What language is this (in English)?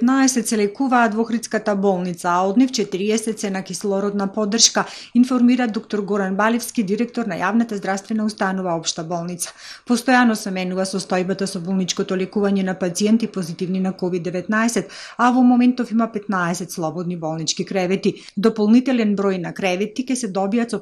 Macedonian